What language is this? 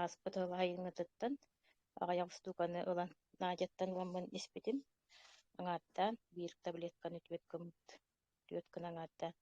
Yakut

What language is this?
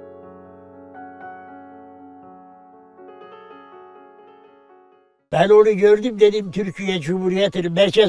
Turkish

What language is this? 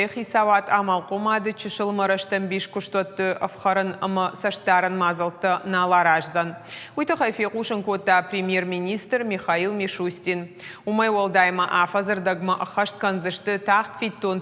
Ossetic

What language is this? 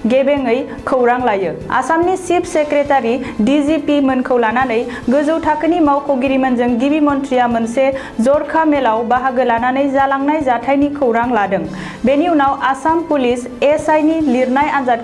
Bodo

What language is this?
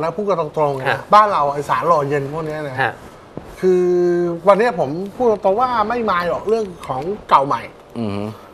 Thai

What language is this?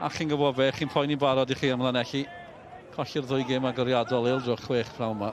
Welsh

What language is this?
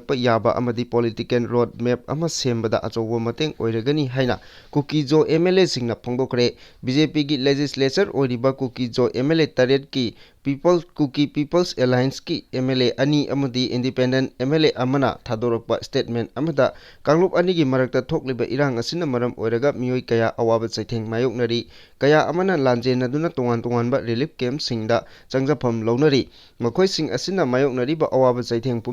Manipuri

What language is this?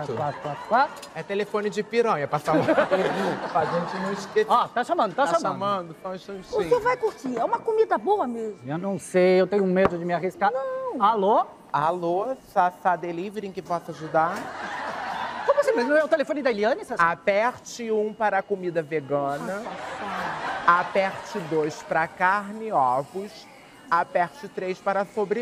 Portuguese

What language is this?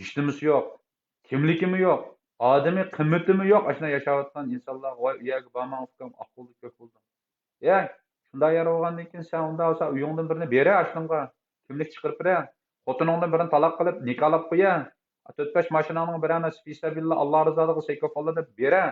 Uyghur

